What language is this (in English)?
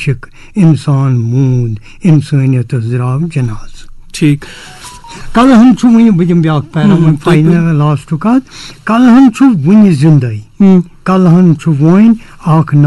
Kashmiri